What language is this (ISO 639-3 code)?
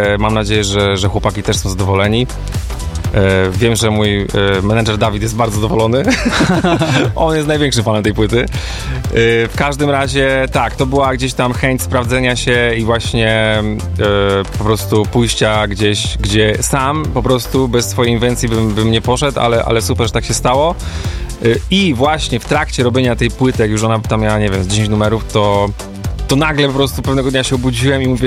pol